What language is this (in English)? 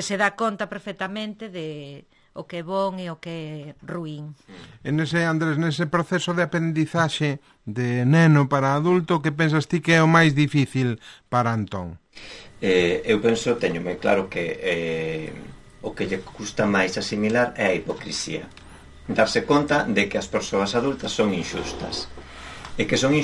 Galician